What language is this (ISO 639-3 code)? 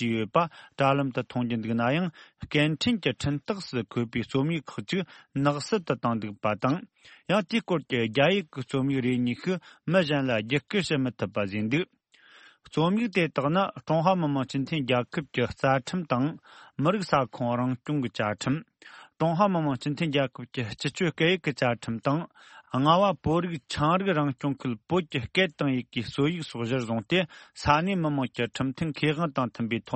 bod